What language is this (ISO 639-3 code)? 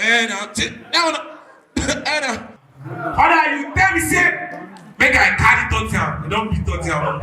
pcm